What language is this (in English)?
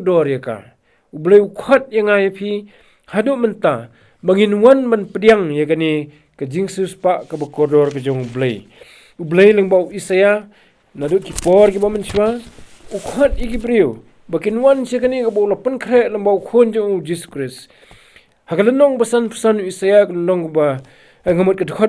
Khasi